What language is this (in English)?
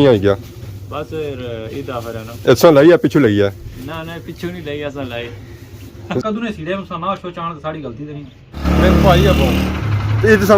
Pahari-Potwari